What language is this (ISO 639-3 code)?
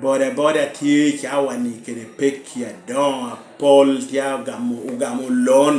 laj